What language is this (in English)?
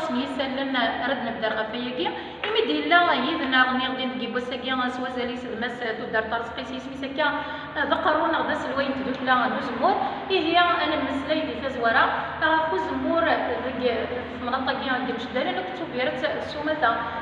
Kabyle